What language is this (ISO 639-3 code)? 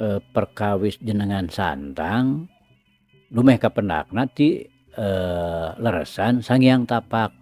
sun